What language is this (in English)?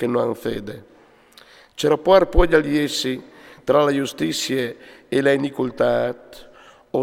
Friulian